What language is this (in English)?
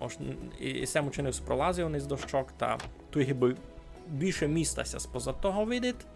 Rusyn